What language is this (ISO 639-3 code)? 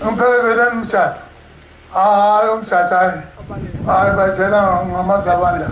zul